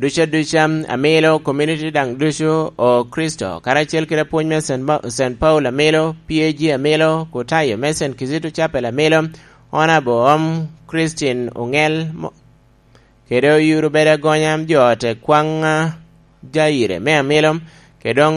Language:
Lango (Uganda)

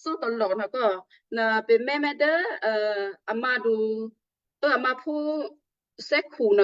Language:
Western Kayah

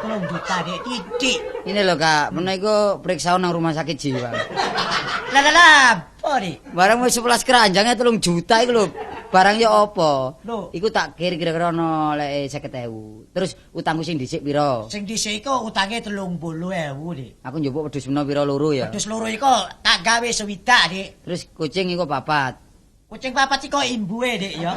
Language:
Javanese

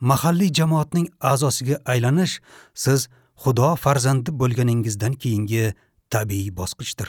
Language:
Uzbek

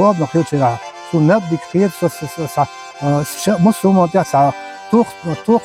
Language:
Chechen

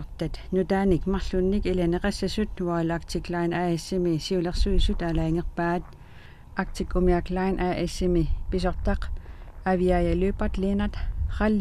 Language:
Kalaallisut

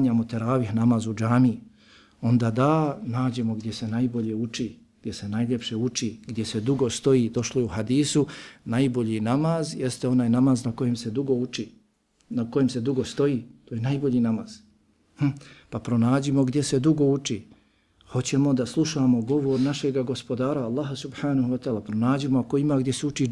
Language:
Bosnian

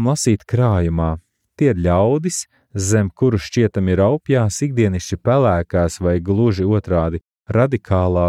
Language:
Latvian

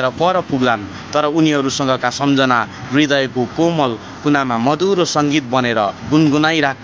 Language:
Nepali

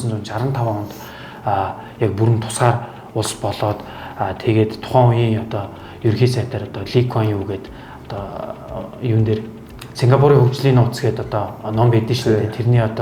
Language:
Mongolian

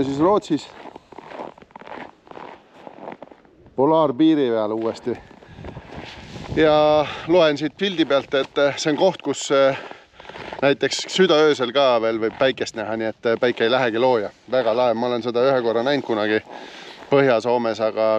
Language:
Estonian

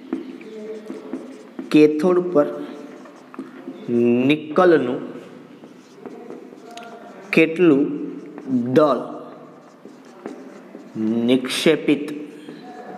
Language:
Gujarati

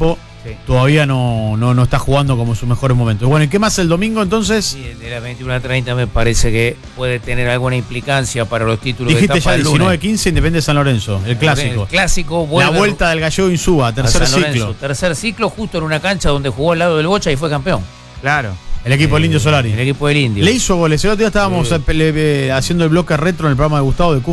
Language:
Spanish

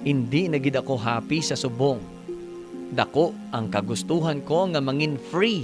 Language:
Hiligaynon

